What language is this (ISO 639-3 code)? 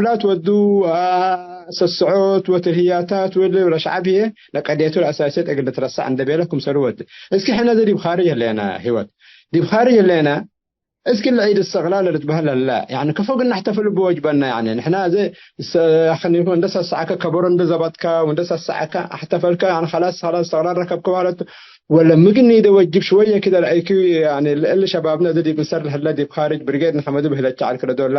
tig